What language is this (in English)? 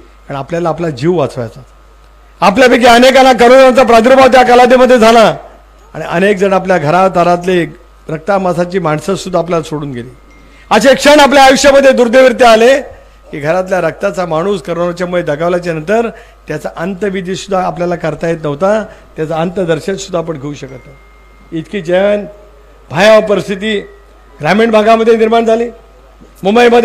Marathi